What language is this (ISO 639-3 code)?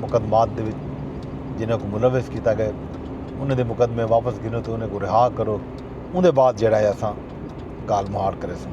skr